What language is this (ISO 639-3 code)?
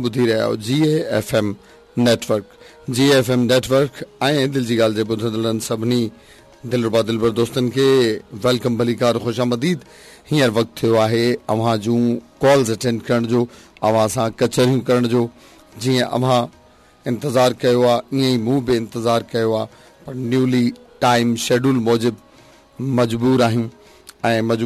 snd